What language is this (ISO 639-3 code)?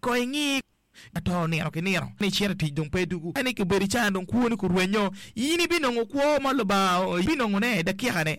ach